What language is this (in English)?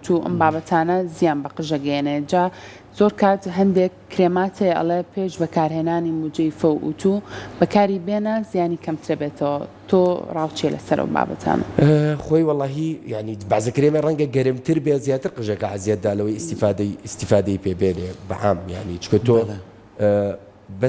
Central Kurdish